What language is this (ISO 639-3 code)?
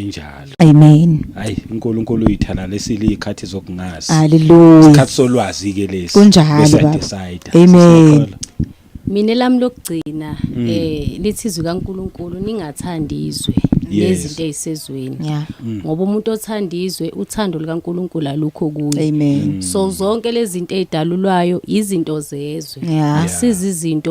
zul